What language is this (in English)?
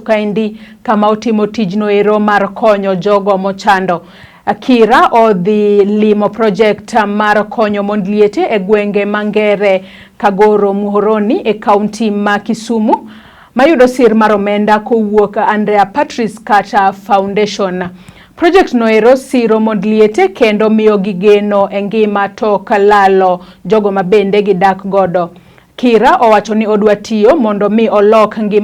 Luo (Kenya and Tanzania)